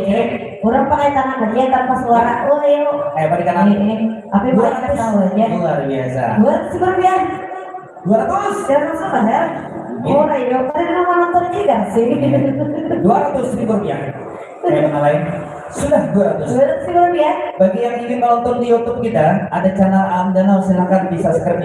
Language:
Banjar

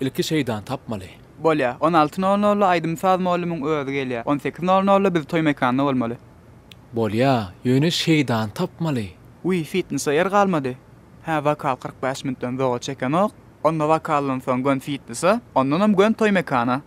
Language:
Turkmen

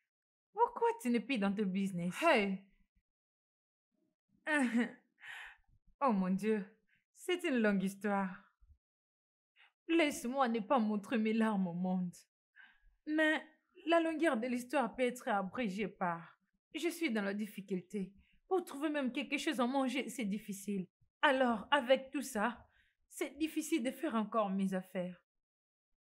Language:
French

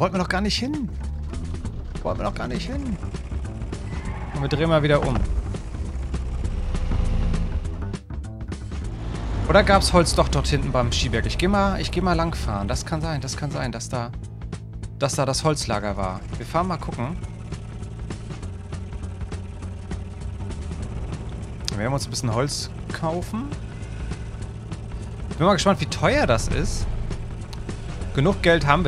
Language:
German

